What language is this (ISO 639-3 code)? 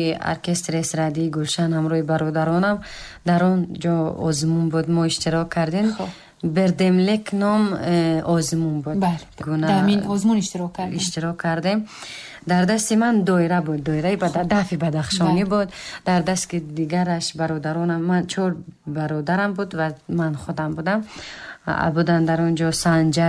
tgk